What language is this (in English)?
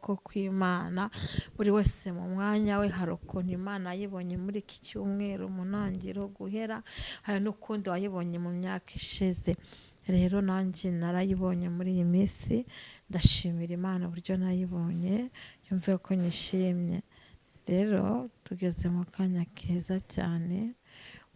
Kinyarwanda